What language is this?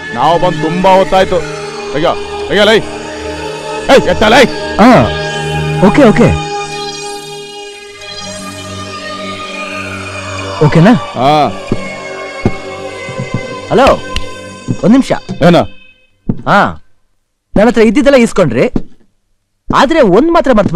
Kannada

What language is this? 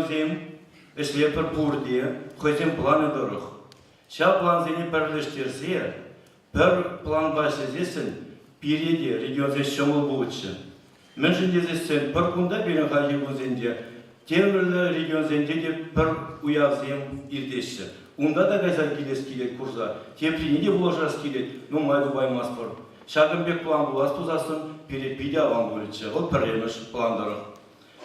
Chuvash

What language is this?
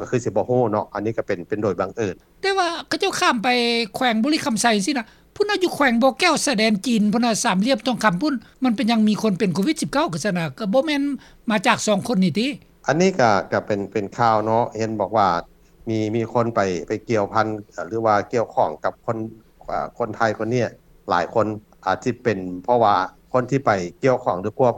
Lao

